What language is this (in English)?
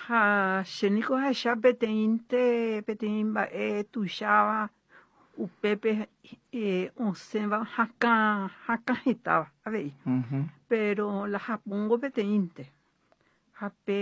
Guarani